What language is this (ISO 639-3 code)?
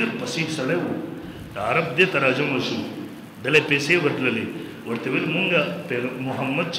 pus